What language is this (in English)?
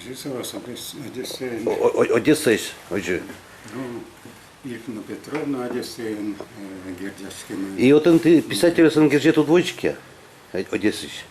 Udmurt